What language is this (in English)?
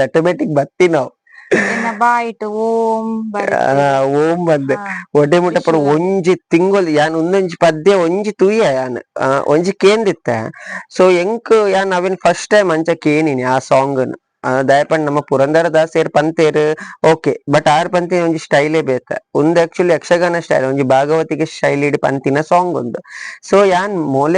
Tulu